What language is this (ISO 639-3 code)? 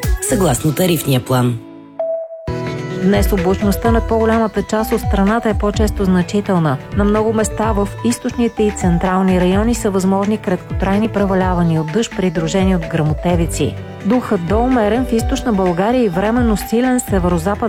bul